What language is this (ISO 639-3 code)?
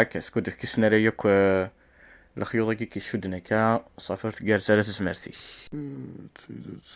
kab